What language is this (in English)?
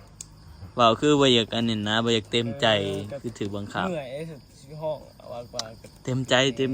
Northeastern Thai